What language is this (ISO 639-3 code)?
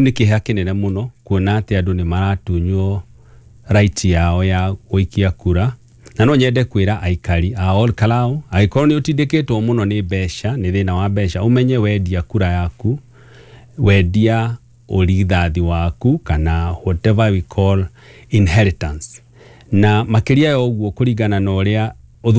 kik